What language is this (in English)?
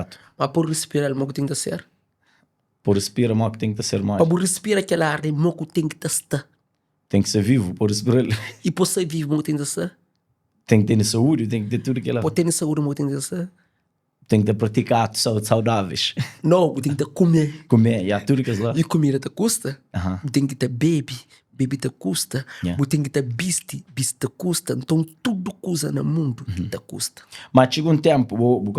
Kabuverdianu